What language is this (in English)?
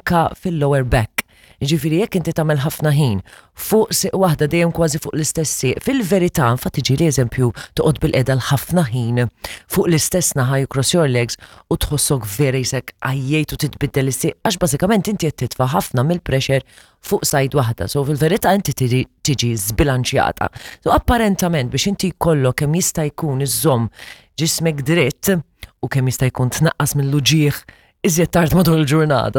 Maltese